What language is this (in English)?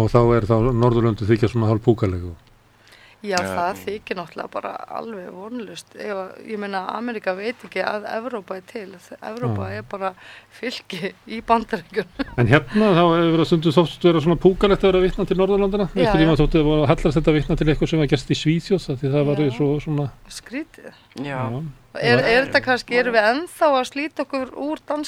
Icelandic